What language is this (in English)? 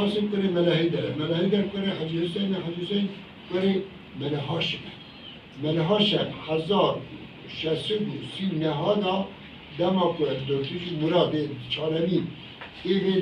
Kurdish